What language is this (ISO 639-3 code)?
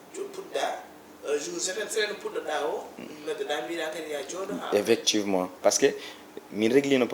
ful